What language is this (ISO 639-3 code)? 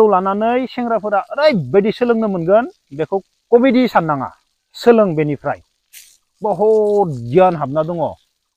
brx